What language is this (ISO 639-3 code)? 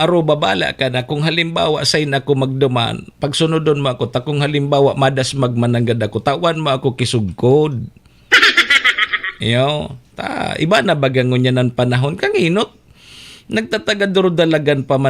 bik